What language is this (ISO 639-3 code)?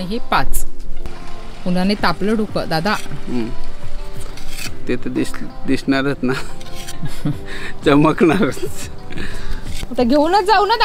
mar